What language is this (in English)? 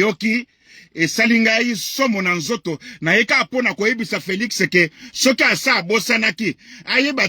Lingala